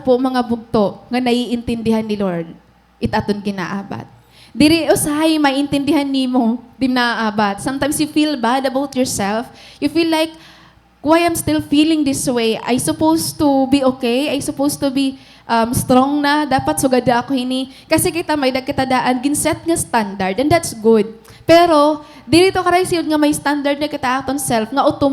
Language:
Waray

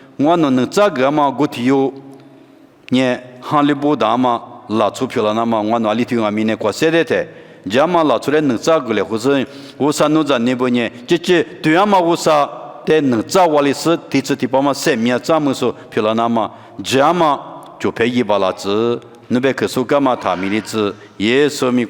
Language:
Lisu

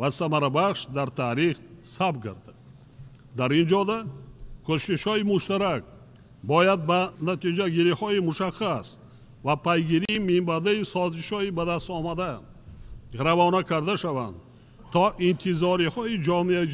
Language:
Tajik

